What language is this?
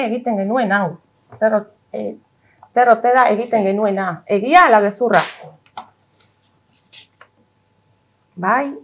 Basque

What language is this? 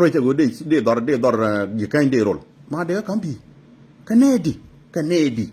Nuer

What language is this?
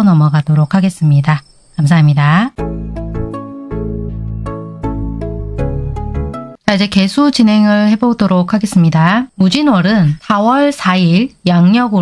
Korean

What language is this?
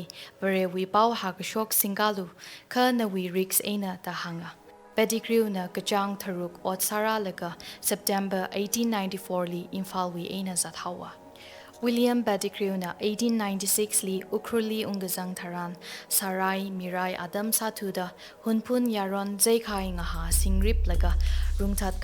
Tangkhul Naga (India)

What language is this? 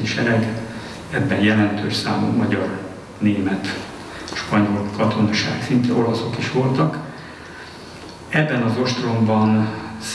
Hungarian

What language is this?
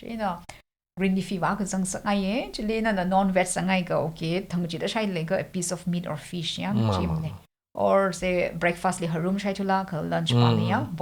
Tangkhul Naga (India)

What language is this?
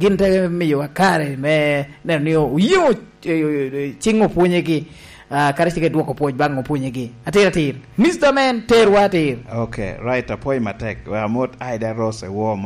Lango (Uganda)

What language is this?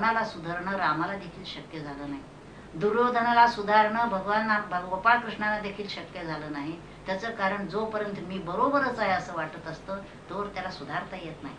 Marathi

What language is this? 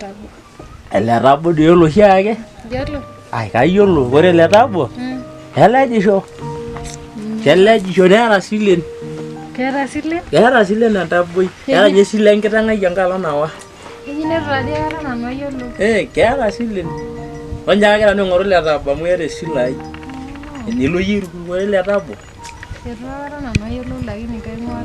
Masai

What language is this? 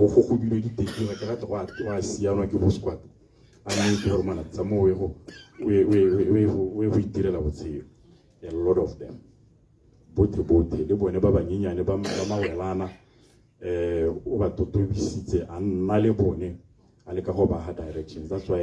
Tswana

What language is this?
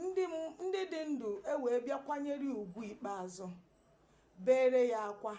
Igbo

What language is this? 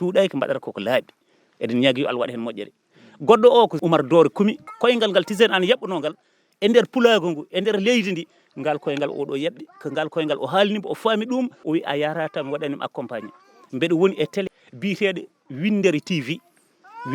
Fula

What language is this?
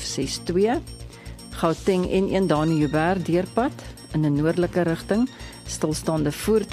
Afrikaans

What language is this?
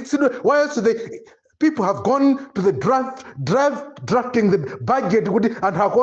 Nyanja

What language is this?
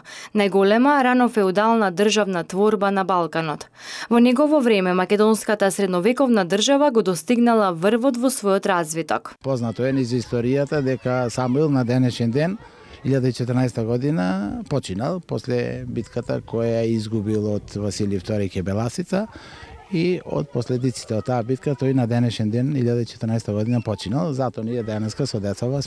Macedonian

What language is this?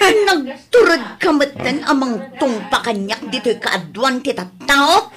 Iloko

